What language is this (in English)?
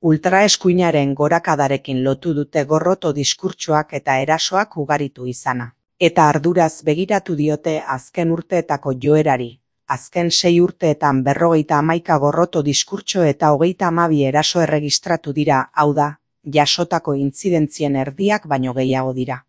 Basque